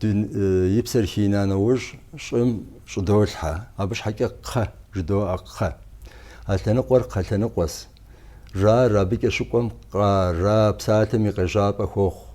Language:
Kabardian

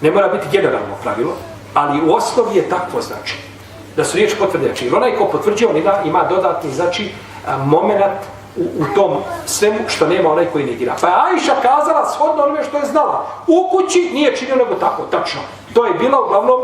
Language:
Bosnian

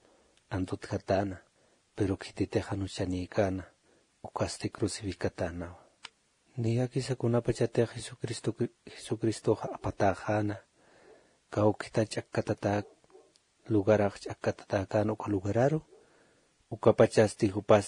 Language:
Aymara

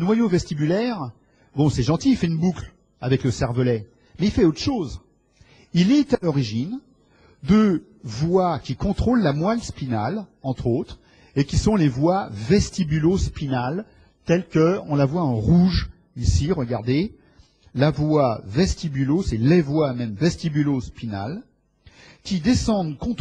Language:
French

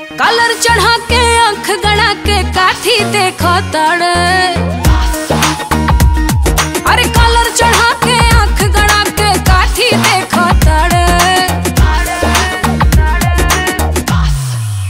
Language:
Bhojpuri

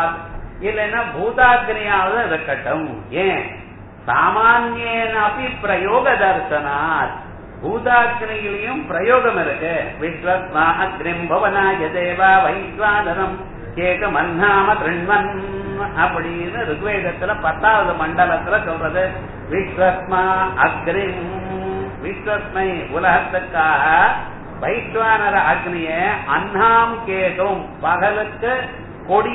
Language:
Tamil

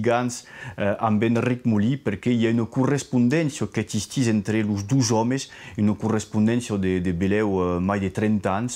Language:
Occitan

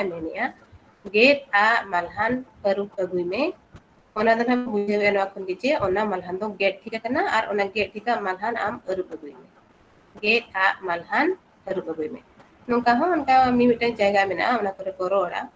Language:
Santali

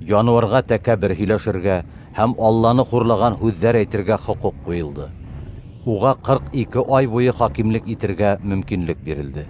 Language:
Bashkir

